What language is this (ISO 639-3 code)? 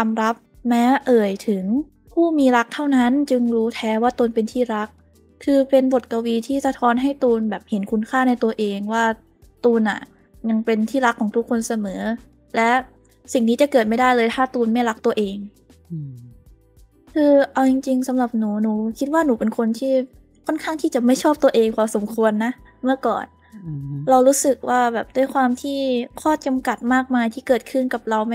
tha